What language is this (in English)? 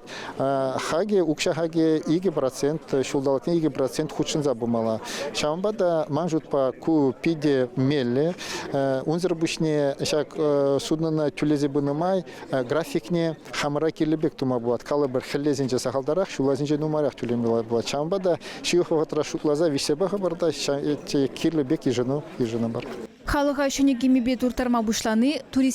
Chuvash